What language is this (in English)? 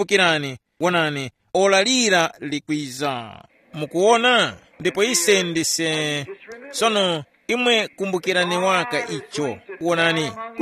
Tumbuka